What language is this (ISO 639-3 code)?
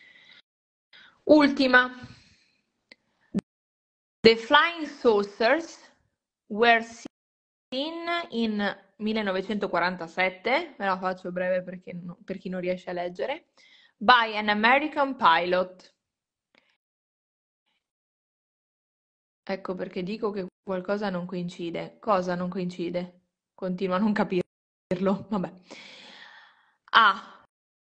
ita